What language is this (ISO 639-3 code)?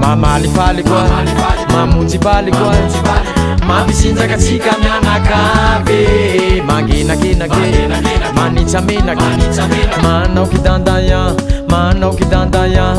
rcf